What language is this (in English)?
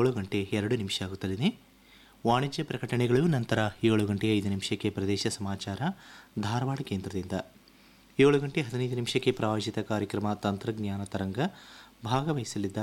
Kannada